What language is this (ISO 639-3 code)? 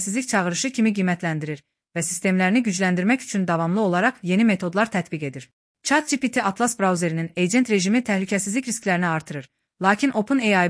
aze